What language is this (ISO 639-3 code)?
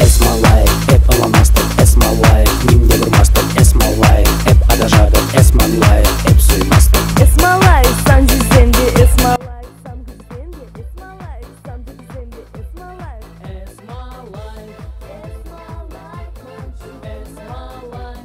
chv